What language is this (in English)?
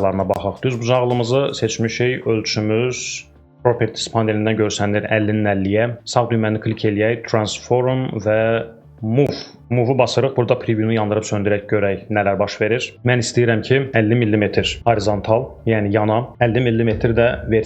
Azerbaijani